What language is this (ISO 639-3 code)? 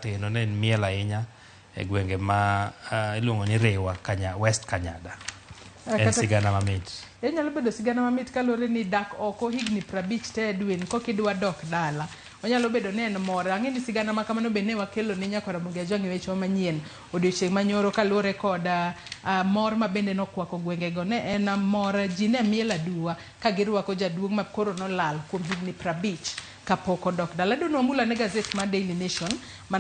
luo